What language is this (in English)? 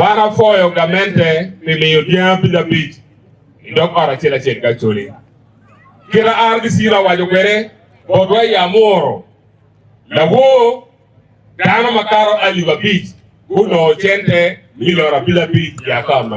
Acoli